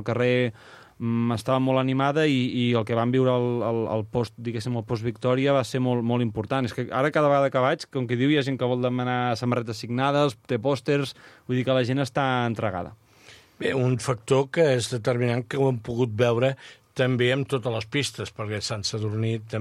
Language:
Catalan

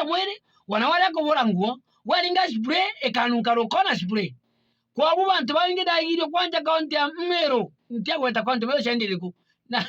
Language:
Meru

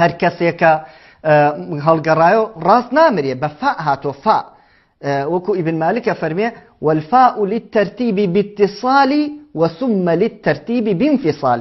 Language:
Kurdish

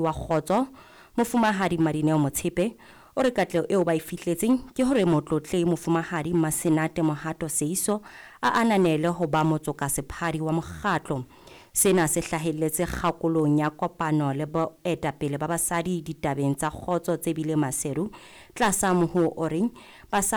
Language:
Southern Sotho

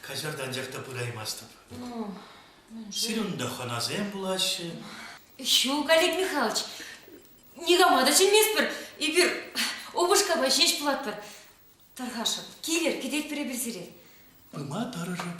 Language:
Chuvash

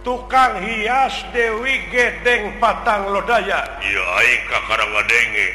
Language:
Sundanese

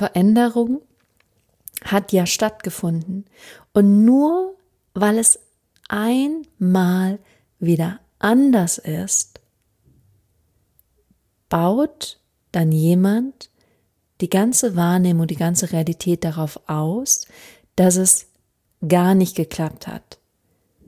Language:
German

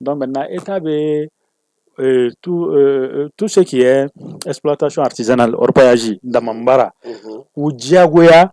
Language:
Bambara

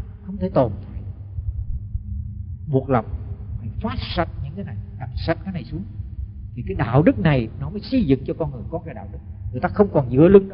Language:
Vietnamese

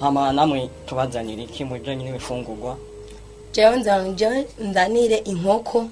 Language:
Rundi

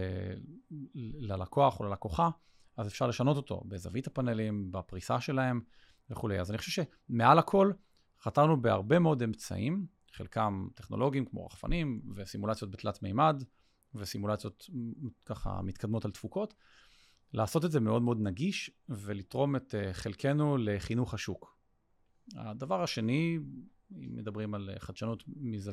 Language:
Hebrew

